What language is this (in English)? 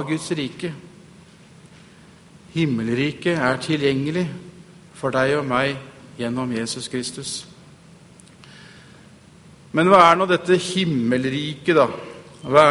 Norwegian